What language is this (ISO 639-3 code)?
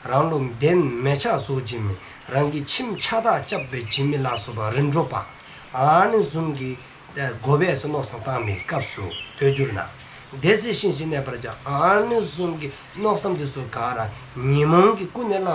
dzo